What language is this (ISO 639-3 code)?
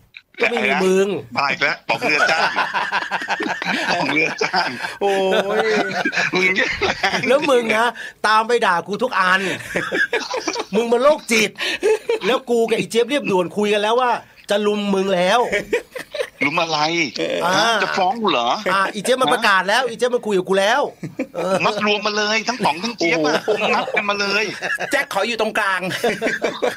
tha